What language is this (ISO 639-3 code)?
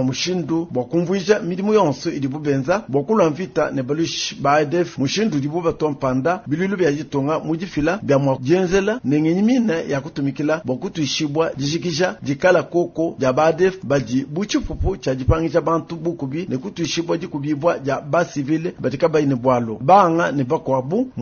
lua